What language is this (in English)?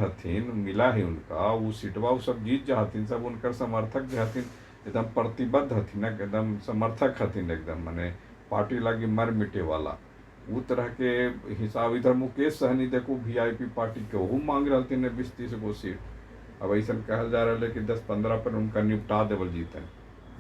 Magahi